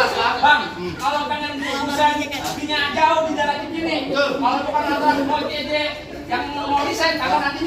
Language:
Betawi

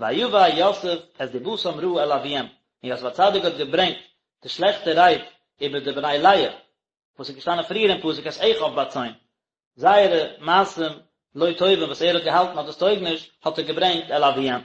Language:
Yiddish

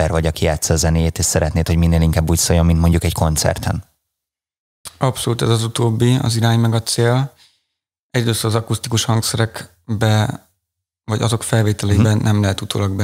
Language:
Hungarian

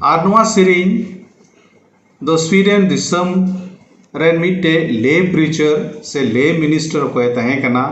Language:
Santali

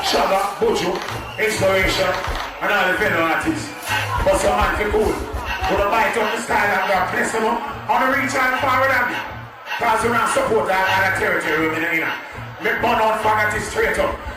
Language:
Jamaican Creole English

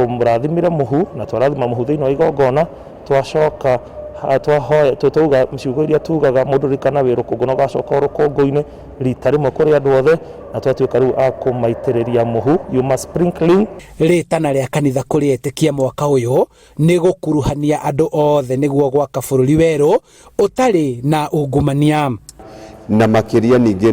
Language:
Kikuyu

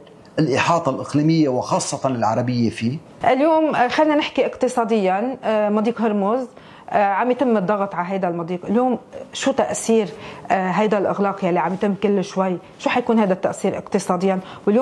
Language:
North Levantine Arabic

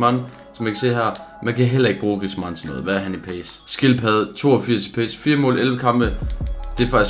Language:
Danish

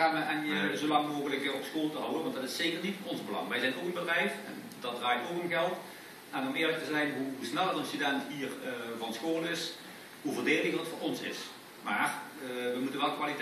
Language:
Dutch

